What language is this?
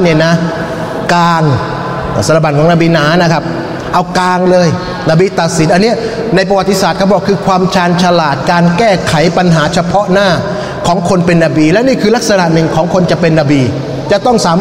Thai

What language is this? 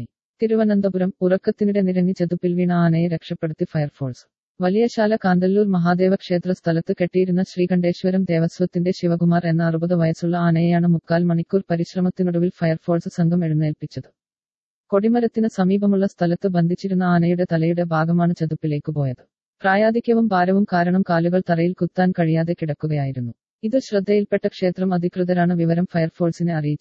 Malayalam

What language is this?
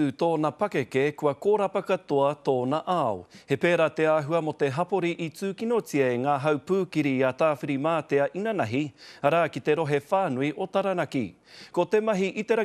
Māori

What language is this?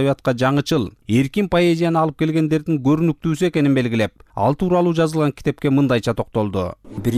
Kyrgyz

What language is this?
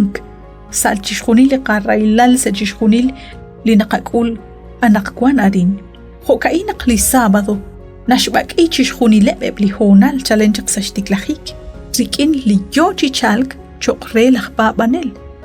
Kekchí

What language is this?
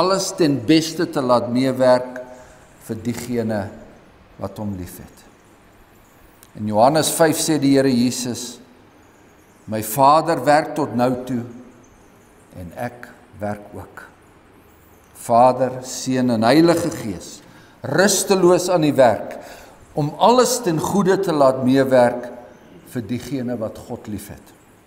Afrikaans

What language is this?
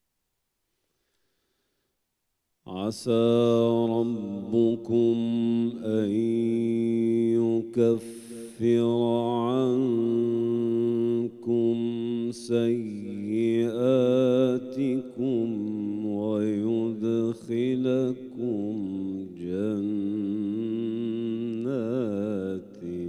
Arabic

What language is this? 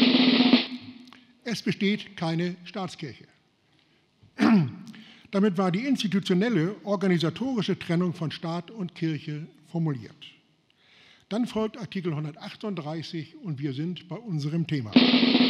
German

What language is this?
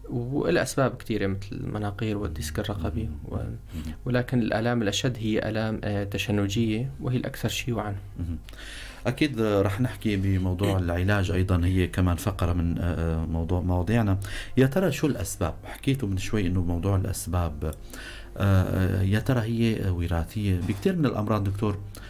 North Levantine Arabic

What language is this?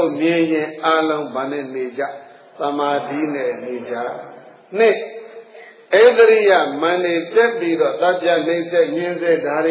Burmese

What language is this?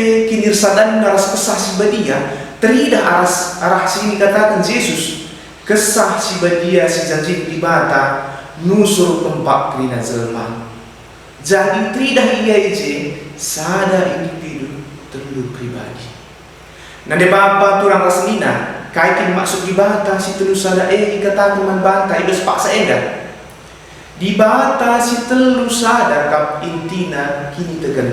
Batak Karo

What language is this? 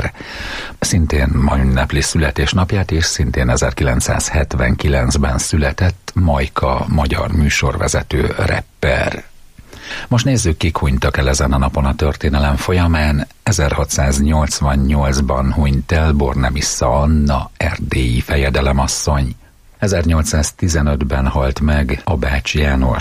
Hungarian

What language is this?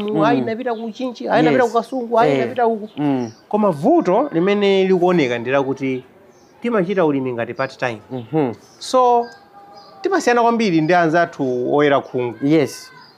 Nyanja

